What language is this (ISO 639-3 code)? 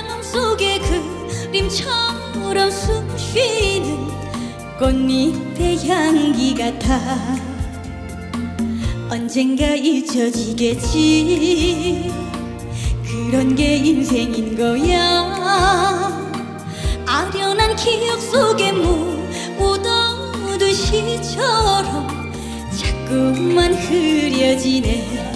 kor